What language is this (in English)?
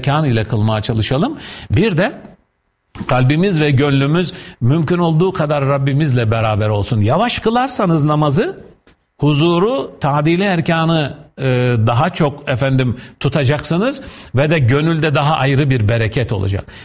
Turkish